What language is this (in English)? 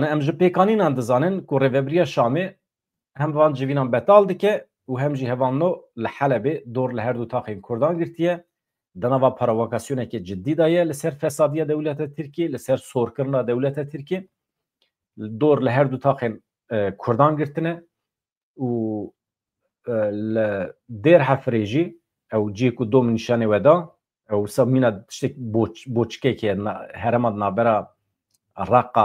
Kurdish